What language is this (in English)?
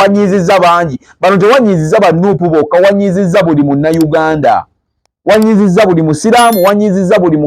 Ganda